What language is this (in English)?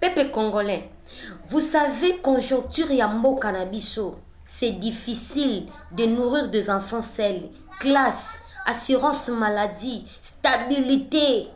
Lingala